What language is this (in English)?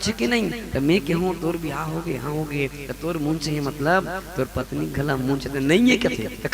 Chhattisgarhi